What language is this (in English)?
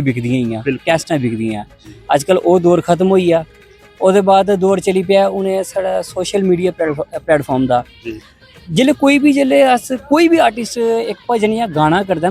Dogri